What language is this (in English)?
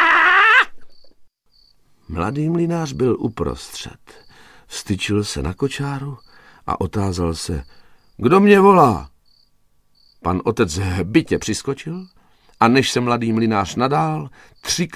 Czech